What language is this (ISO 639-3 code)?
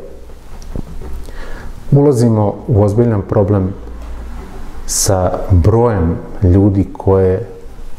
srp